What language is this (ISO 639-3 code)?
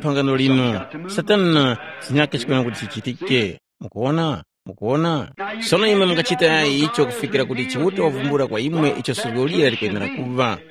tum